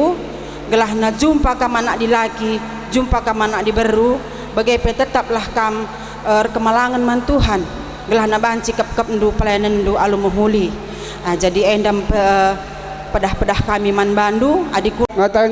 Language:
Batak Karo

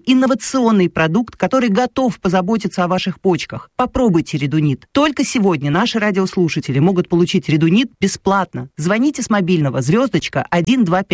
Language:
Russian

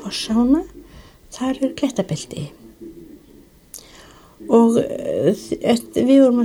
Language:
Icelandic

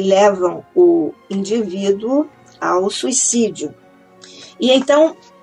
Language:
Portuguese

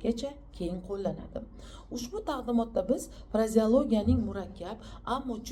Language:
Uzbek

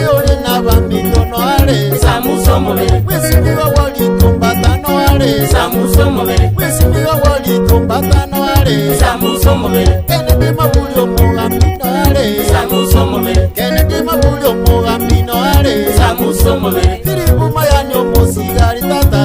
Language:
Gusii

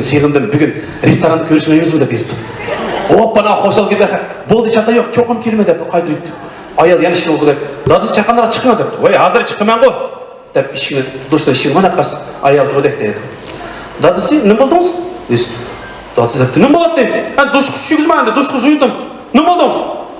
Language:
Uyghur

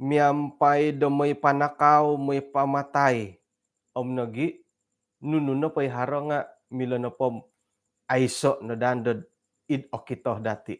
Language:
Central Dusun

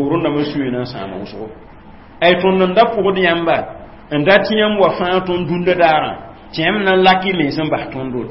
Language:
Mossi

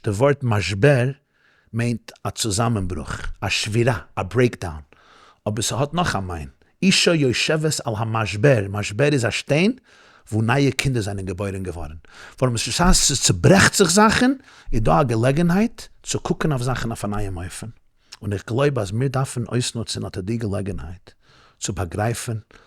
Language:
Yiddish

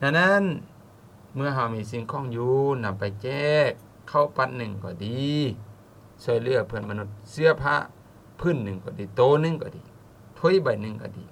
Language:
Lao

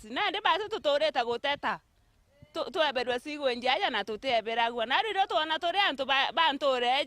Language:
Meru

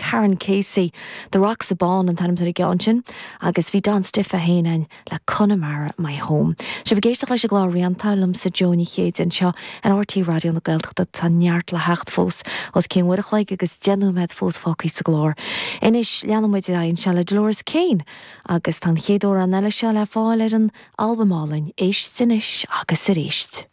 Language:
Irish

